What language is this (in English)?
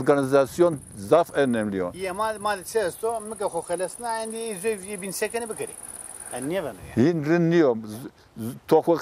Zaza